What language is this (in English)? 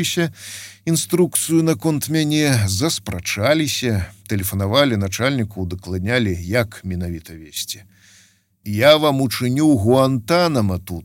Belarusian